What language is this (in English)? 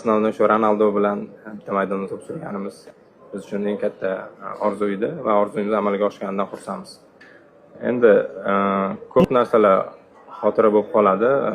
Uzbek